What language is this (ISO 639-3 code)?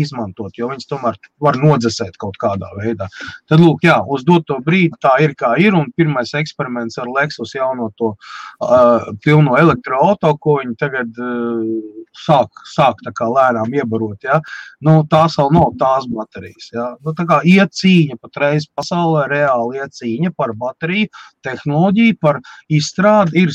lav